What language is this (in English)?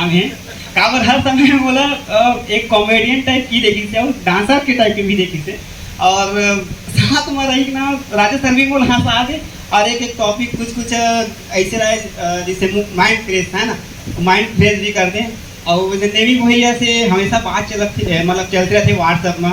Chhattisgarhi